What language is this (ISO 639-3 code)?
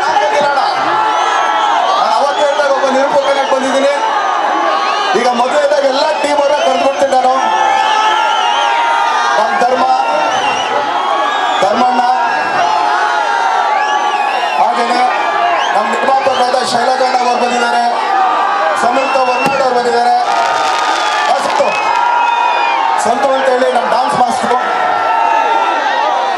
kan